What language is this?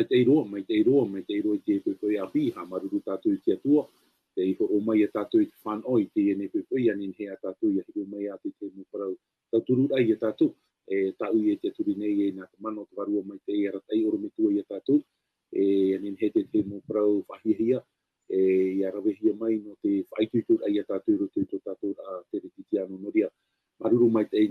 Tahitian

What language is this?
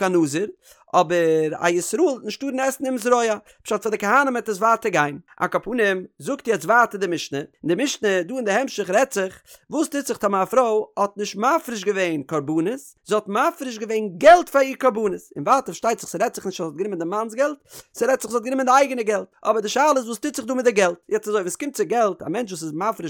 Yiddish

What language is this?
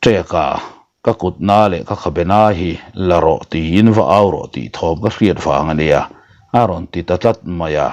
Mizo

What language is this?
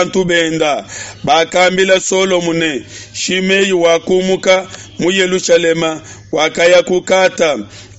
Luba-Lulua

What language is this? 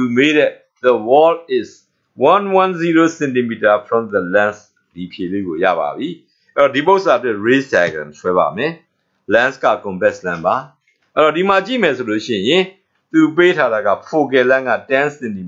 Burmese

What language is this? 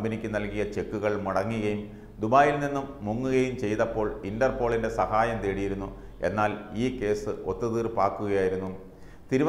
Malayalam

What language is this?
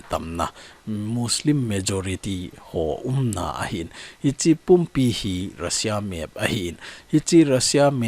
Thado Chin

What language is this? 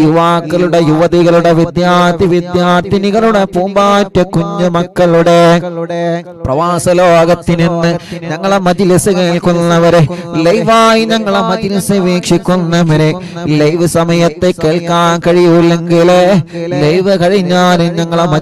Malayalam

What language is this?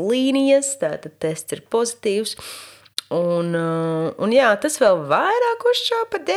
Latvian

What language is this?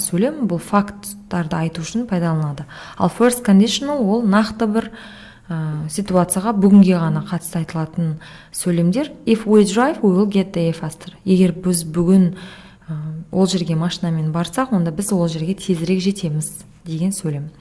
Kazakh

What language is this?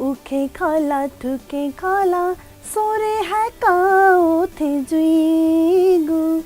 Newari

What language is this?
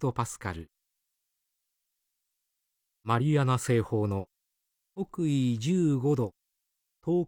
Japanese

